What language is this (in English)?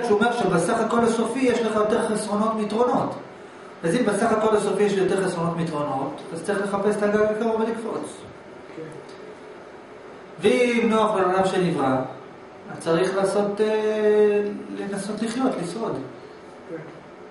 Hebrew